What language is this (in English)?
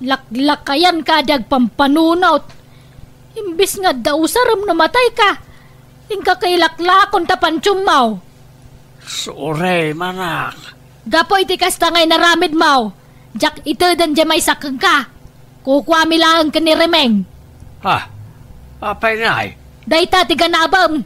Iloko